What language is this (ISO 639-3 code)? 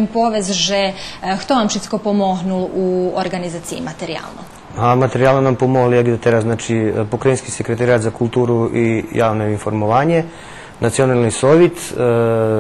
rue